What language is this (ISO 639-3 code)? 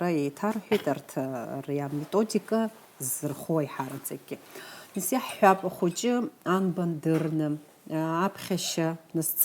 abk